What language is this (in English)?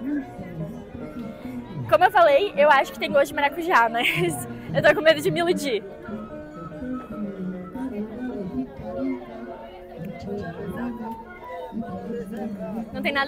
Portuguese